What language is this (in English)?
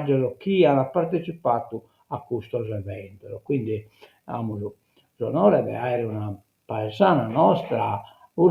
Sardinian